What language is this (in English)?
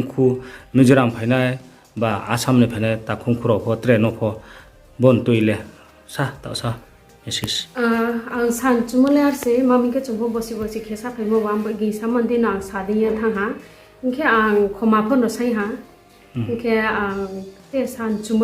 Riang (India)